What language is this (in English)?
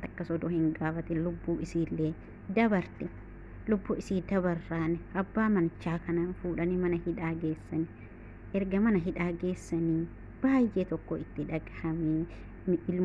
Oromo